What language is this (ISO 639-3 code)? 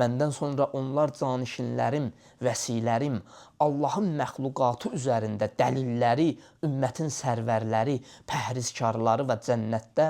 aze